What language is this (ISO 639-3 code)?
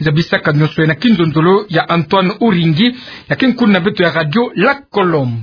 ktu